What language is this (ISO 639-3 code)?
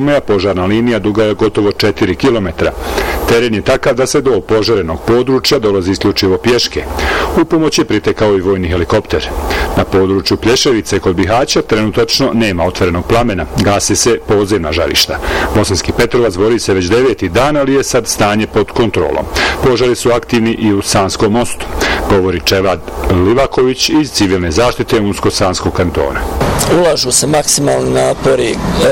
bos